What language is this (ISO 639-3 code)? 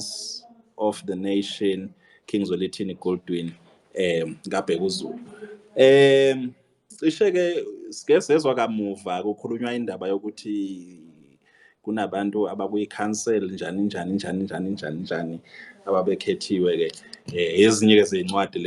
zul